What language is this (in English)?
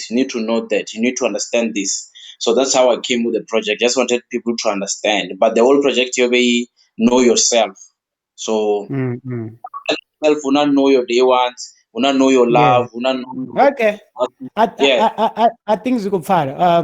Venda